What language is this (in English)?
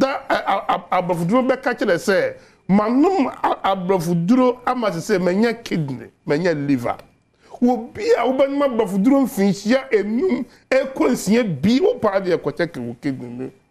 Akan